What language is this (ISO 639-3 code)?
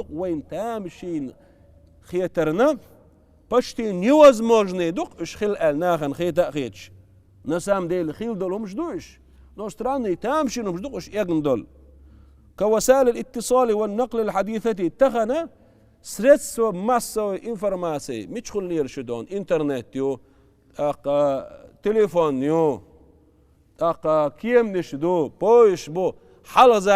che